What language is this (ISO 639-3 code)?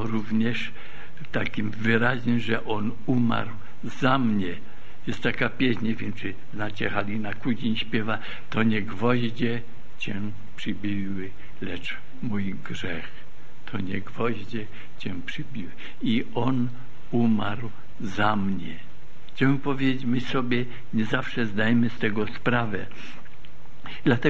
pol